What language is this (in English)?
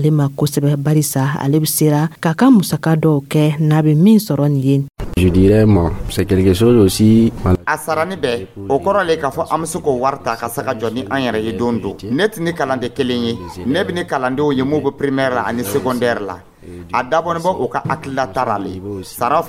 Dyula